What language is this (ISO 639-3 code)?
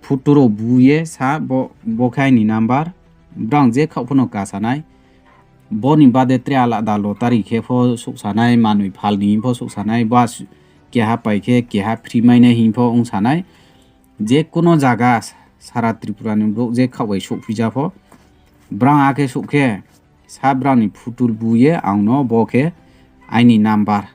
ria